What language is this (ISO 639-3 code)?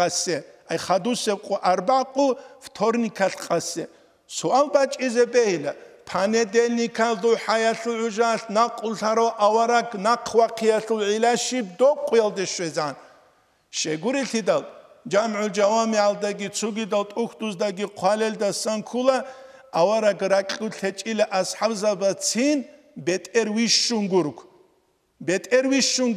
ava